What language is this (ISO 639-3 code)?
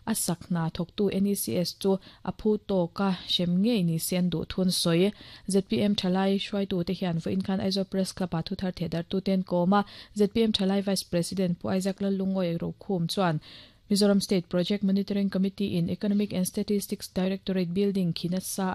lus